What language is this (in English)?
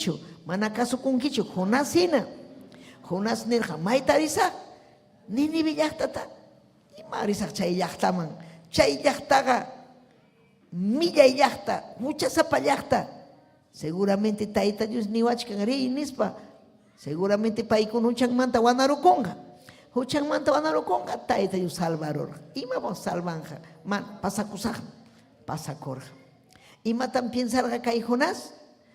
Ayacucho Quechua